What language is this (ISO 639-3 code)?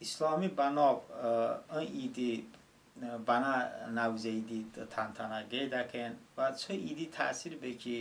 tly